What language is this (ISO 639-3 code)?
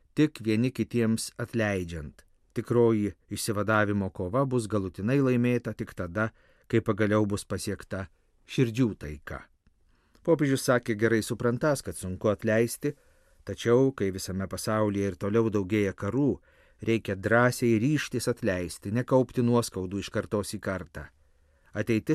lit